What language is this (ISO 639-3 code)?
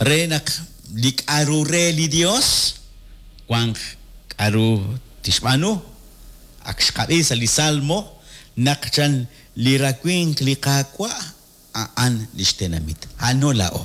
kek